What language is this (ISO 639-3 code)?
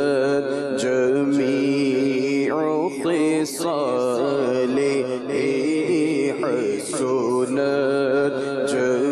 urd